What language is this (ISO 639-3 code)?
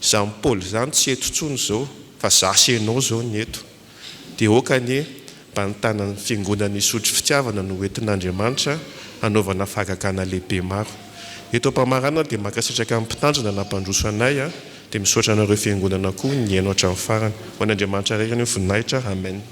mlg